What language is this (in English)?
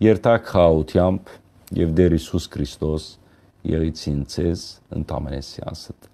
Western Armenian